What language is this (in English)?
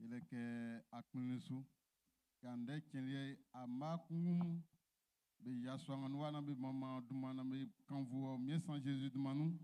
Baoulé